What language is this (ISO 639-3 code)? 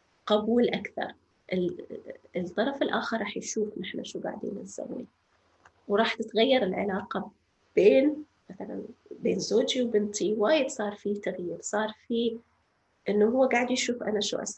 apc